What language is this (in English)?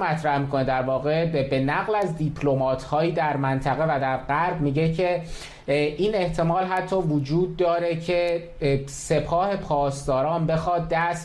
Persian